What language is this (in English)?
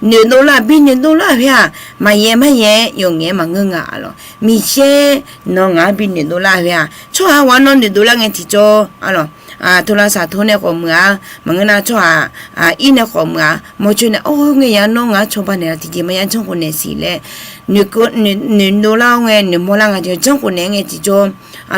Akha